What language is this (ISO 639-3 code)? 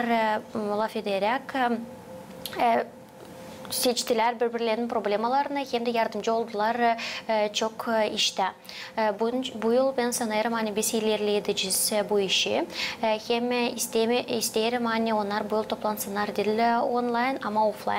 gag